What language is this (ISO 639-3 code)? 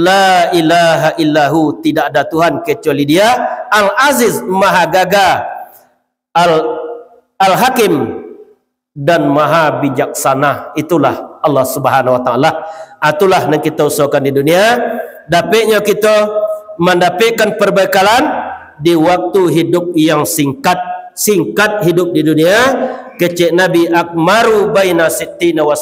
min